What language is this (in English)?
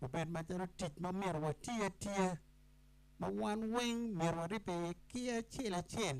Acoli